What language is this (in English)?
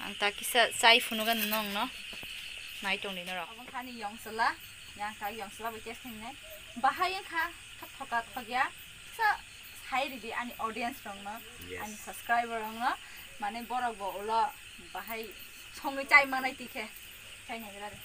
Kok Borok